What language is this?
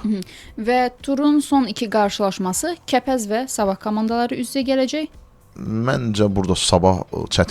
Azerbaijani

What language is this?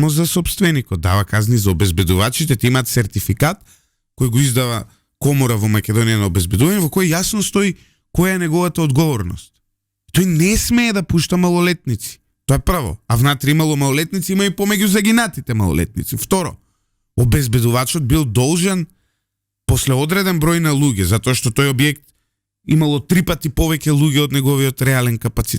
Macedonian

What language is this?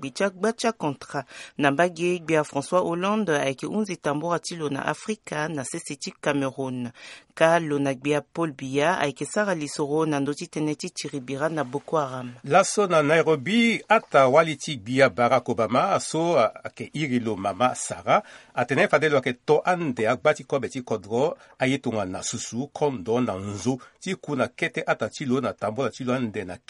Sango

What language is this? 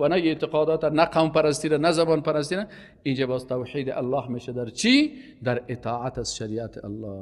Persian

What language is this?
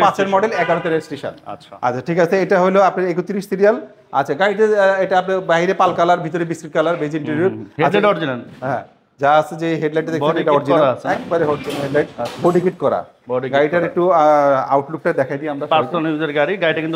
Bangla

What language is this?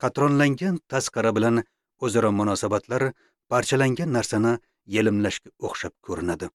Uzbek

